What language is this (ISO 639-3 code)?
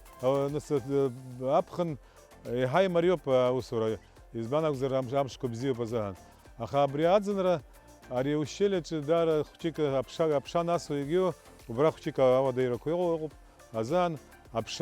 abk